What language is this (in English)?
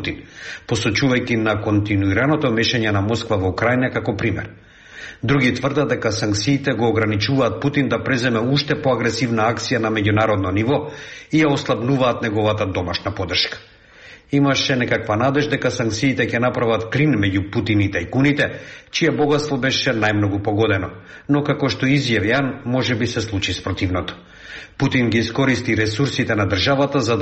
Macedonian